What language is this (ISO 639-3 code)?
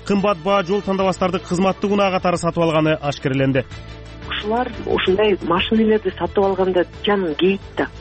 kir